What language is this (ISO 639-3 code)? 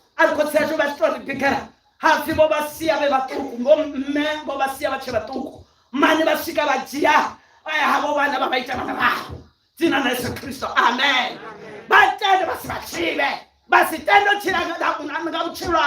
ven